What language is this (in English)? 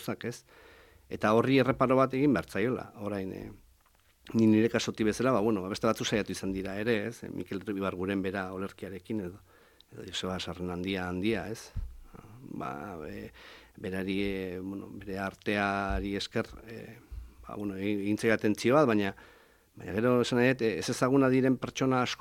Basque